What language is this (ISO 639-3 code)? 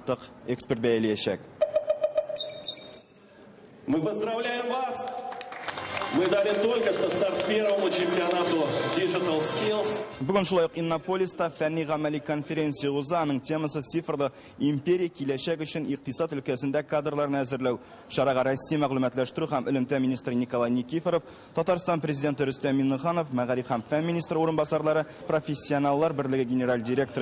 tat